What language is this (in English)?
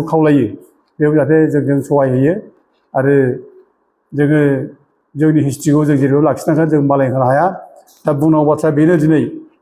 Bodo